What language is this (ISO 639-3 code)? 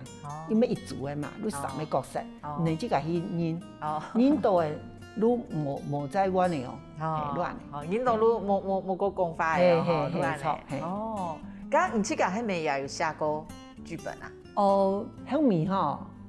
hak